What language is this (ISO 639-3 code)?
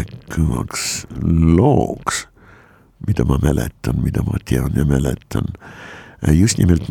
est